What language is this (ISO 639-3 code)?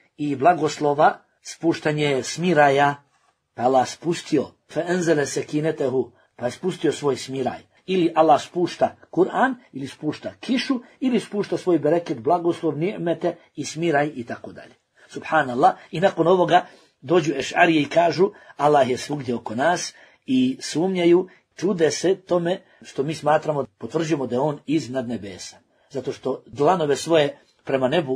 bos